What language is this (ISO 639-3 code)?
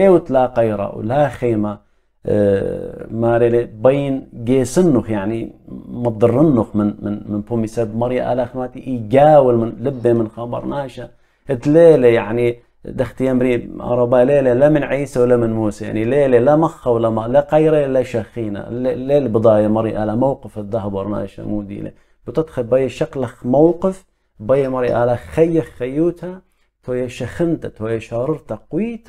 aii